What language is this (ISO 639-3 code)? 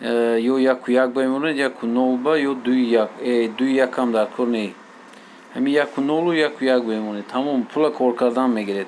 tgk